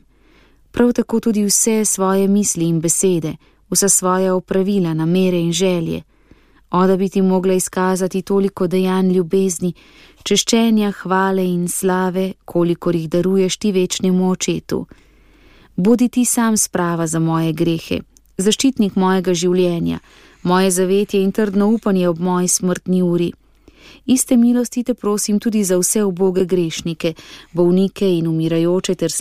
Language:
Slovenian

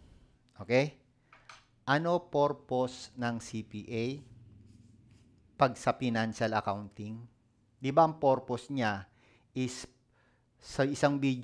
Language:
Filipino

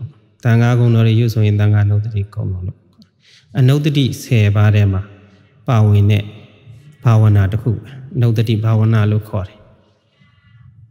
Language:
Burmese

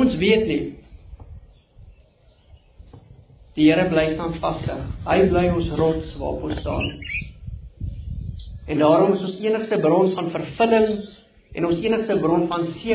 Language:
Afrikaans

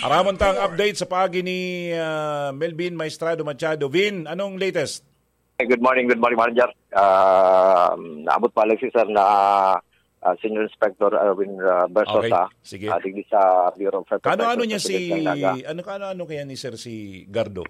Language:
Bikol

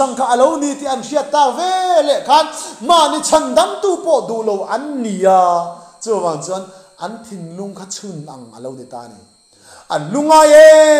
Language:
Mizo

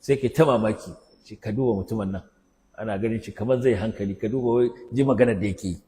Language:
Hausa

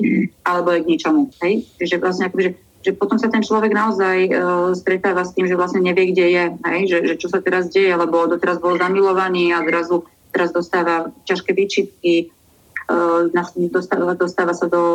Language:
Slovak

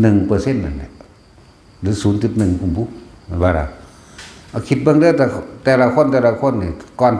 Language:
Northeastern Thai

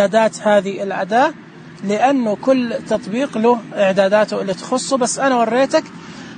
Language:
Najdi Arabic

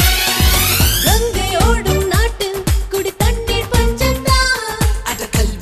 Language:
Tamil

